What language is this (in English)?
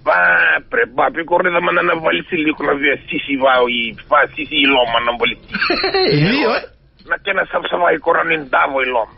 Fijian